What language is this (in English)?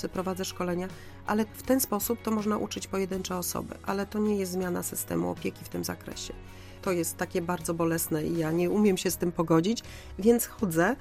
Polish